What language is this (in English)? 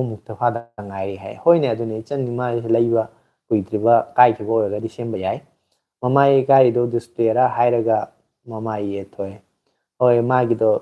Manipuri